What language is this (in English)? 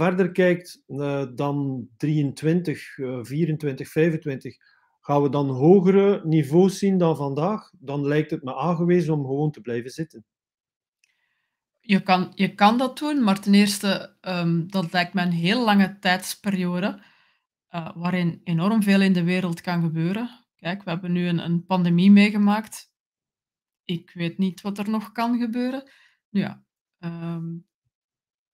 Dutch